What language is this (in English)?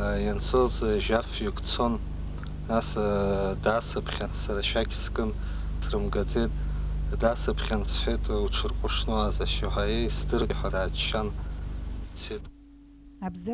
Abkhazian